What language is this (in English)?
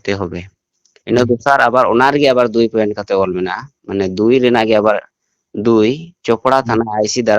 Santali